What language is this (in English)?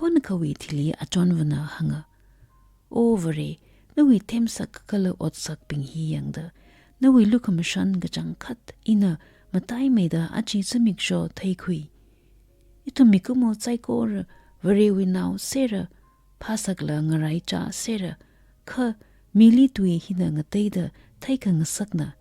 Tangkhul Naga (India)